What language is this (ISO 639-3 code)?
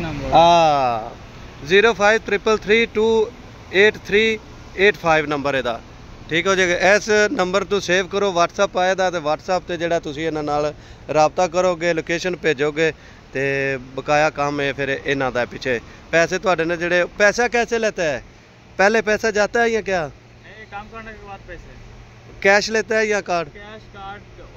pan